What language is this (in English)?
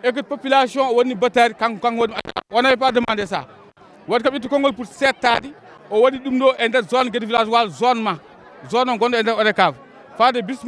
Fula